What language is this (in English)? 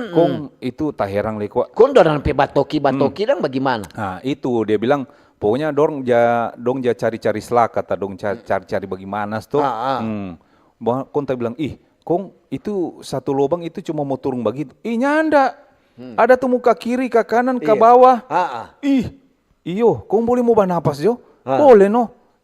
Manado Malay